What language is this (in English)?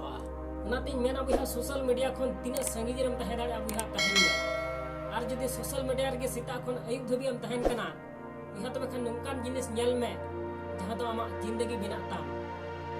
Santali